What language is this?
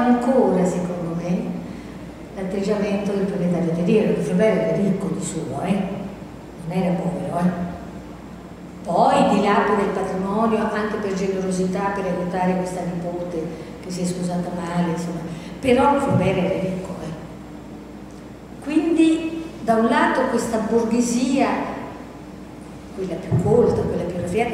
Italian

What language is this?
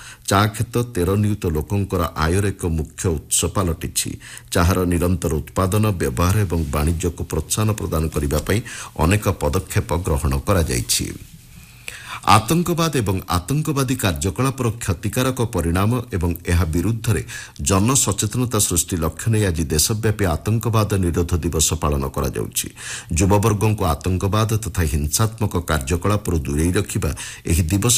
Odia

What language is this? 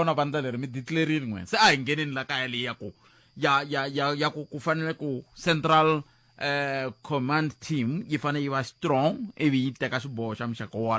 Tsonga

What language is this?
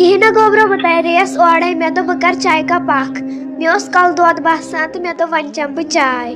Kashmiri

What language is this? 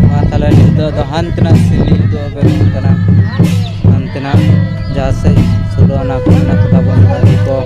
Santali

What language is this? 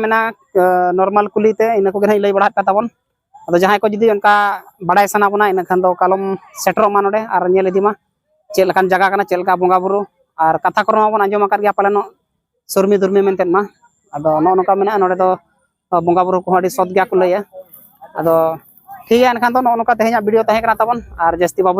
Santali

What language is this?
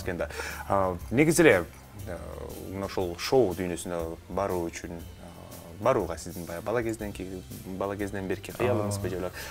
Kyrgyz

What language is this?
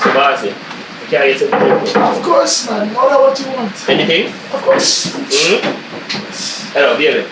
Jamaican Creole English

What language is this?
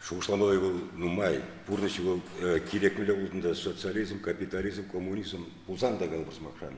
Chuvash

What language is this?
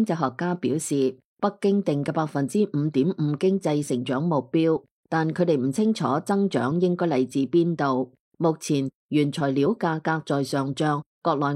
Cantonese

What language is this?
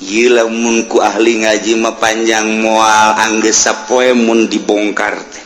Sundanese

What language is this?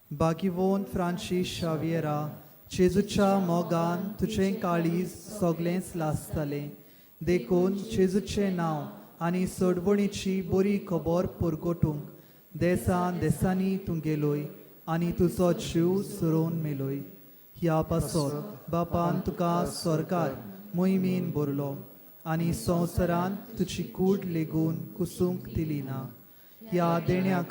Konkani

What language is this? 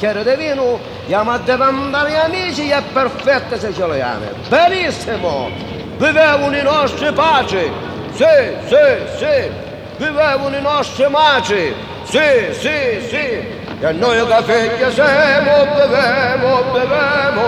Sicilian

